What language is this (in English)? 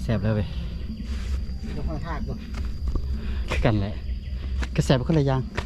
Lao